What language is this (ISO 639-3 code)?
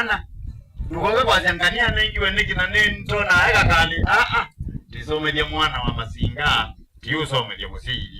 kam